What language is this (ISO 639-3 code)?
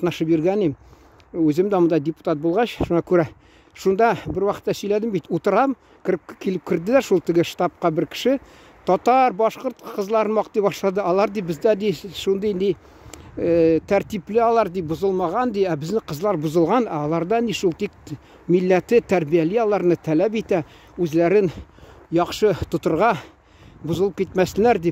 tat